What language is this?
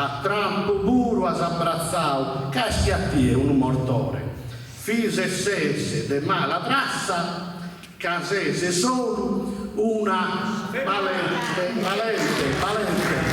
Sardinian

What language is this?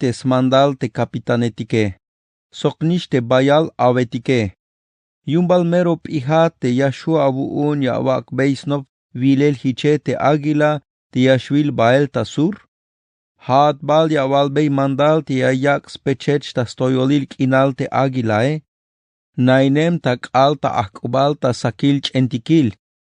Tzeltal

